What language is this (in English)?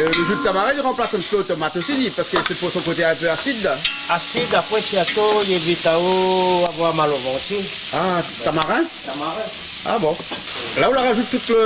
Réunion Creole French